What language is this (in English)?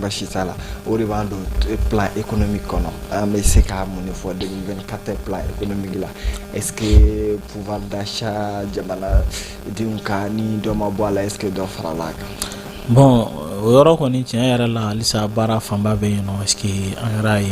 Bambara